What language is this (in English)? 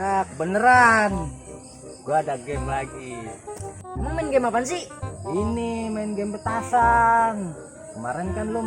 Betawi